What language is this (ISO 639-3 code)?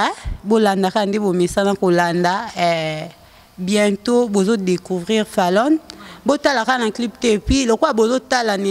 lin